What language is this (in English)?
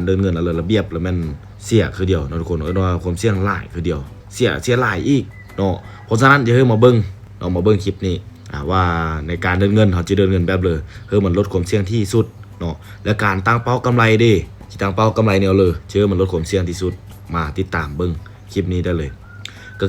Lao